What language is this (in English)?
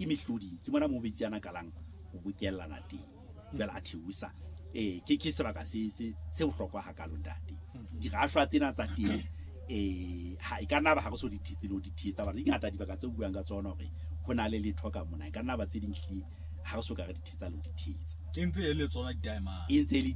Southern Sotho